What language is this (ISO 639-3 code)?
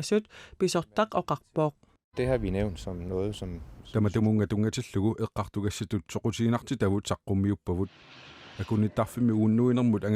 kal